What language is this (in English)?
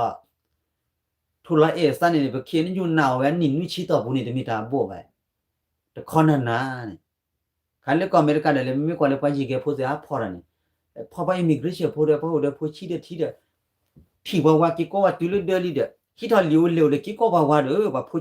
S'gaw Karen